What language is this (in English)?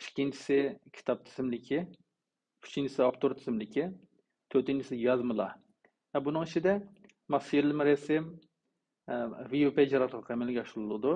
Uyghur